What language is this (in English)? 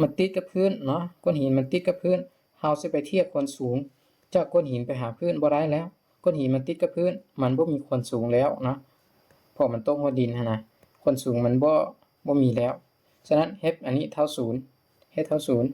Lao